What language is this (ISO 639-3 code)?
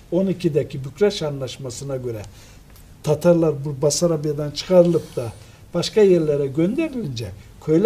tur